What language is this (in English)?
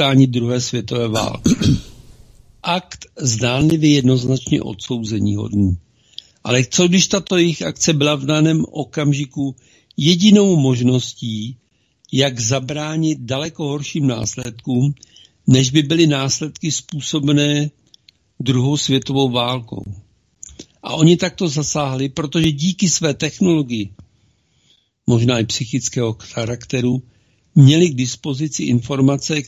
Czech